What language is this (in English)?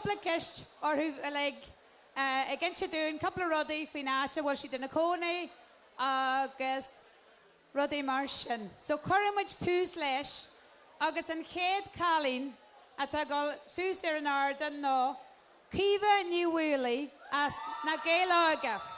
Irish